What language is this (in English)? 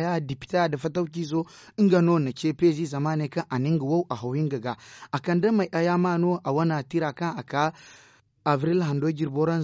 Zarma